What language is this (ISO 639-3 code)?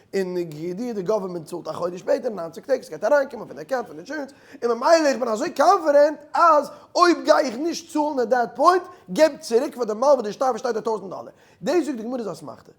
yid